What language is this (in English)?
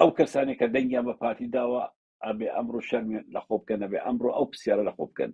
Central Kurdish